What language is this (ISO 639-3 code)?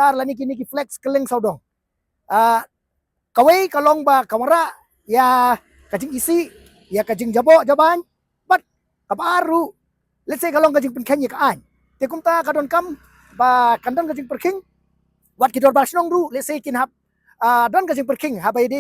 kha